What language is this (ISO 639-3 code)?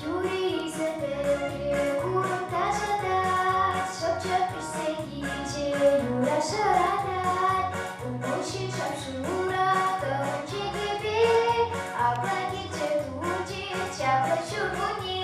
chv